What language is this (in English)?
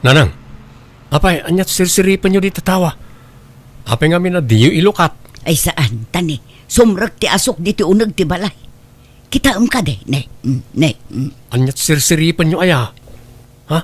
Iloko